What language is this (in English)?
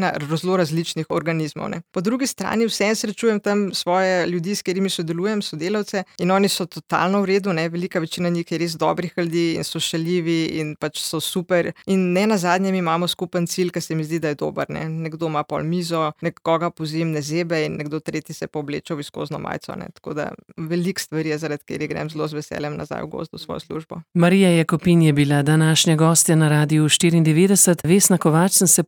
Slovenian